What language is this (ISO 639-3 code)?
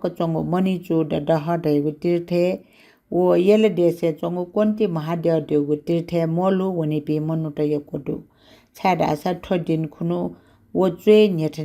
new